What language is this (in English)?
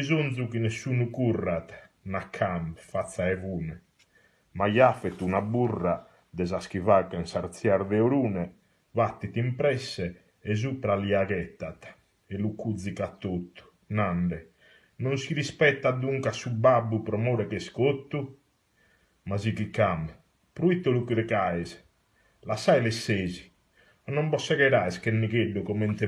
Sardinian